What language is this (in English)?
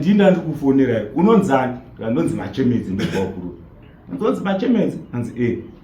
Shona